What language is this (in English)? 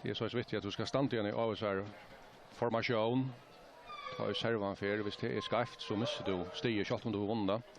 Faroese